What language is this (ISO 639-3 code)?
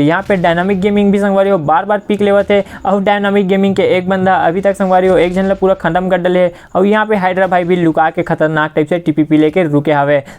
hne